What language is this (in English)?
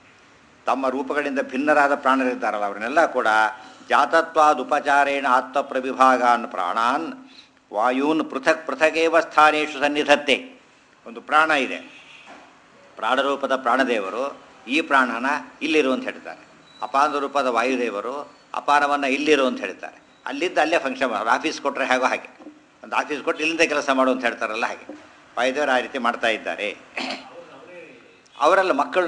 Kannada